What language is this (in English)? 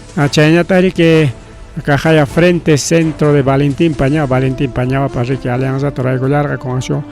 Ayacucho Quechua